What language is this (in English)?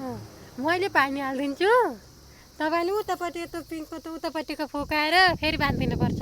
Nepali